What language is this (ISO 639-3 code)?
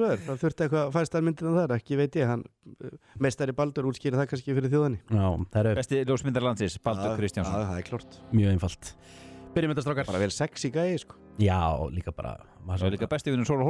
isl